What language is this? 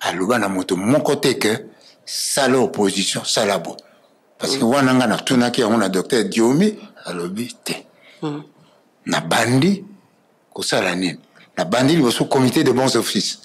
Lingala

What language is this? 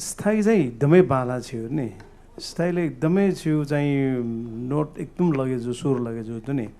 Newari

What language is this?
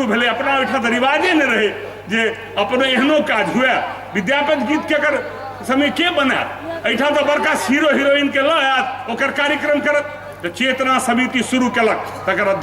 Maithili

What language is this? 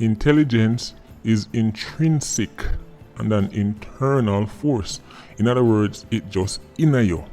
Jamaican Creole English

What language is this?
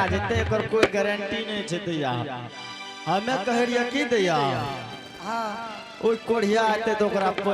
Angika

